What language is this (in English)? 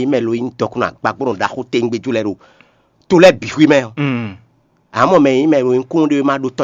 Fon